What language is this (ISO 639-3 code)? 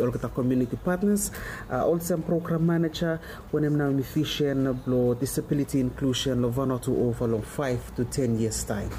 bis